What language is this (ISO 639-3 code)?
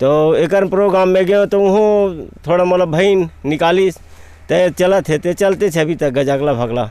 hne